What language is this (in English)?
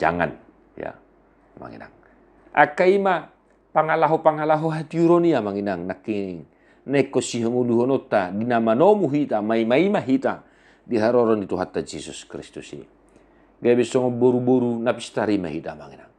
Batak Toba